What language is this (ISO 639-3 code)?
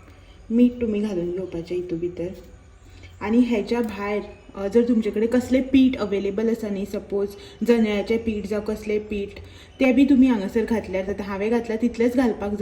kok